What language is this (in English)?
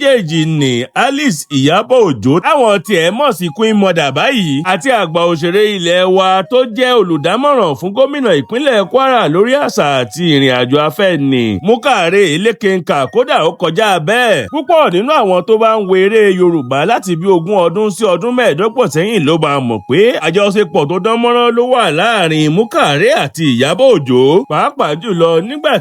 Yoruba